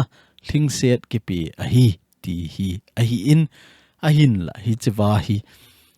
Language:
Thado Chin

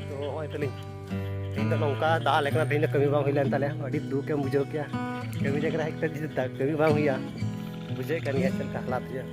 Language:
Santali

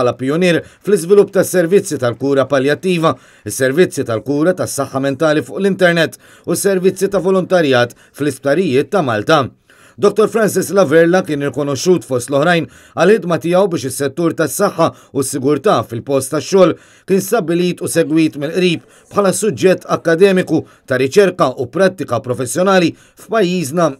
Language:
Maltese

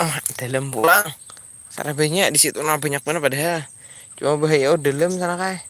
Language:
Banjar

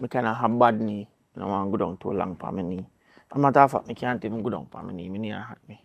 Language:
Jamaican Creole English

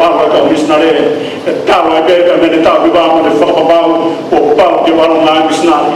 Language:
Tongan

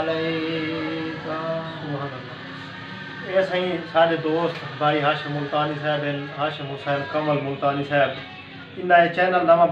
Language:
Saraiki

